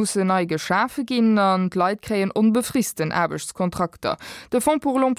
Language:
Luxembourgish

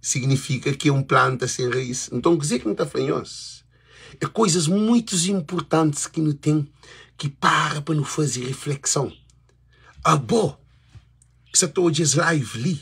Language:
Kabuverdianu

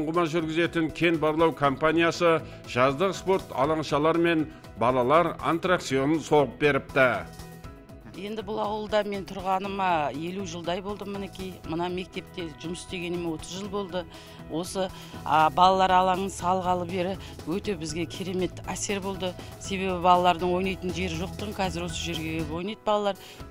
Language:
Kazakh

